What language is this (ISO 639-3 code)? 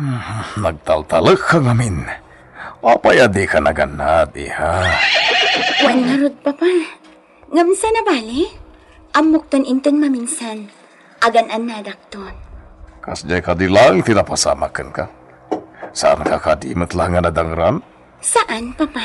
ilo